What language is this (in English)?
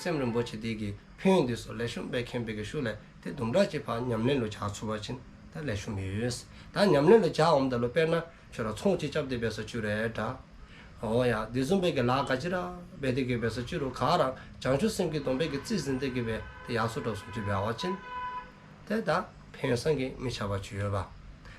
Dzongkha